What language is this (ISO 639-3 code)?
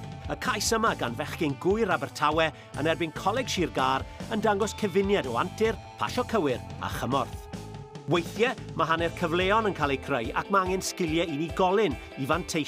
cym